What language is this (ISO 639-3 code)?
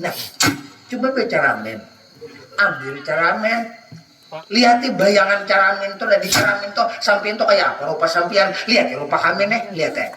bjn